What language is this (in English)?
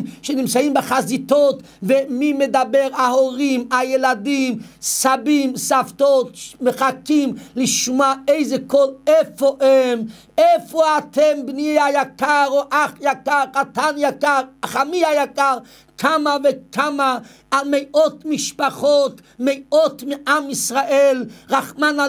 Hebrew